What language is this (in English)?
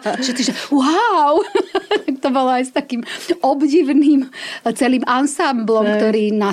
Slovak